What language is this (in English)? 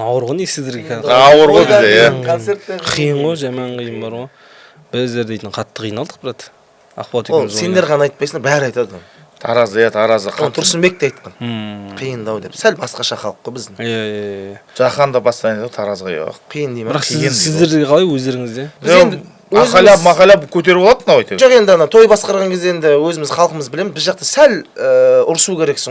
Kazakh